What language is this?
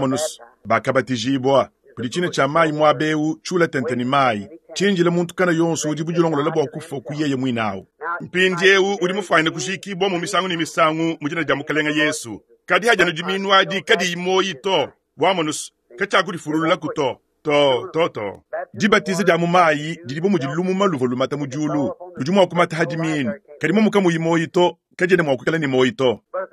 Luba-Lulua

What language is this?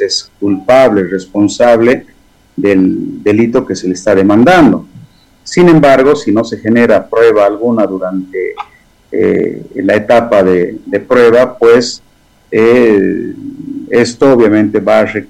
Spanish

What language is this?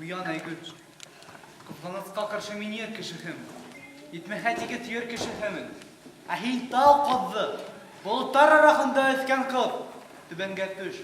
Bashkir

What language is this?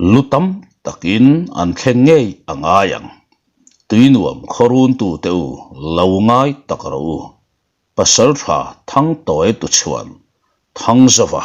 Mizo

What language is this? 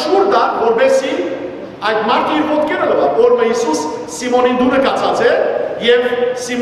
Western Armenian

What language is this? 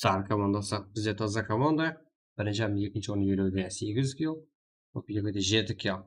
Kara-Kalpak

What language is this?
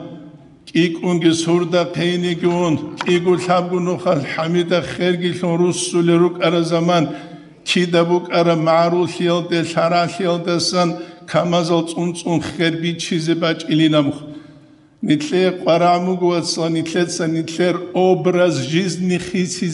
Avaric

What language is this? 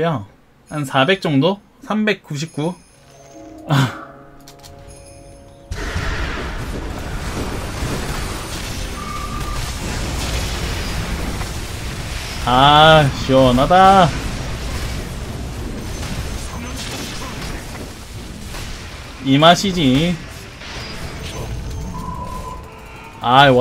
Korean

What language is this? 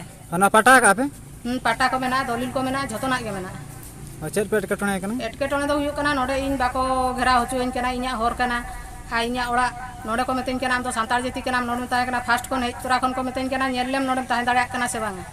Santali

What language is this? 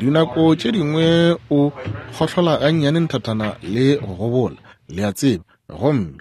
Northern Sotho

